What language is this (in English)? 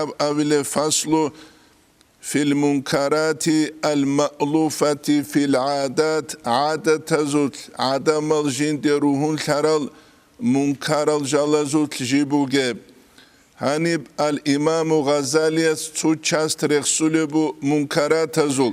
Avaric